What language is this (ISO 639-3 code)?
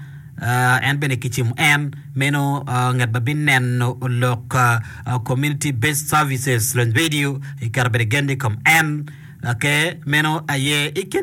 ach